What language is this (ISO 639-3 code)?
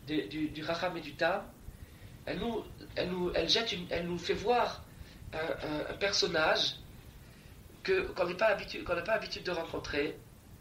fra